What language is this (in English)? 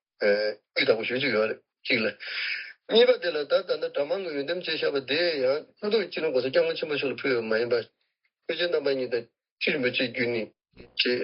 Tibetan